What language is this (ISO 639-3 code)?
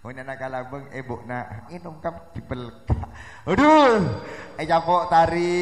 mad